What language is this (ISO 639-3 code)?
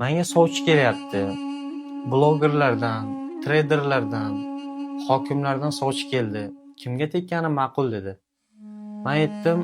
uzb